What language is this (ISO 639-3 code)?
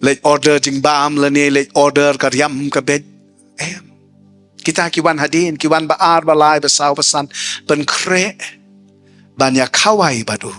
kha